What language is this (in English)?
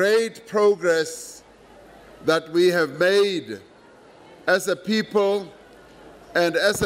English